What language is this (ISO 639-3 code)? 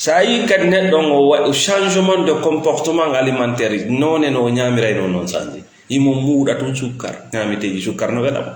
ful